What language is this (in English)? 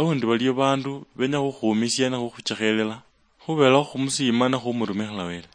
Luyia